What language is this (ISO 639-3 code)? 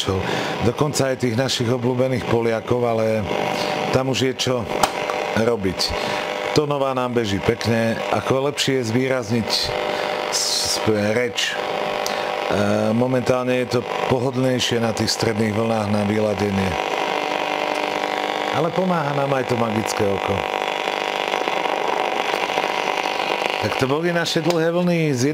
slk